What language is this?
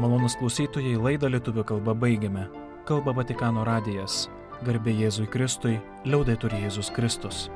Lithuanian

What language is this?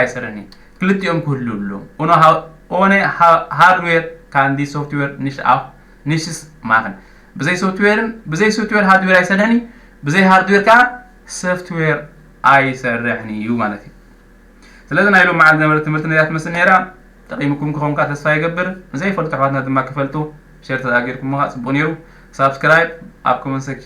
Tigrinya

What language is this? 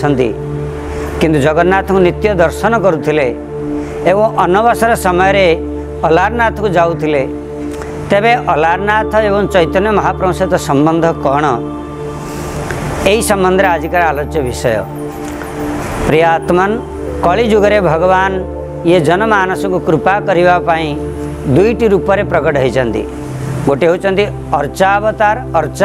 Odia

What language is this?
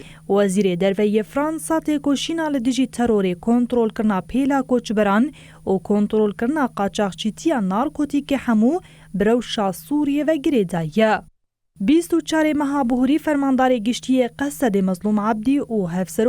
Kurdish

